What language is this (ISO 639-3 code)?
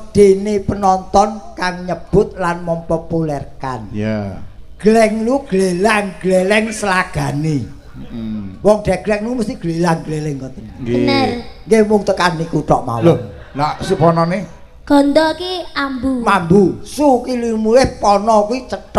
jav